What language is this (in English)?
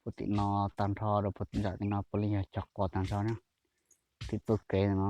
Hmong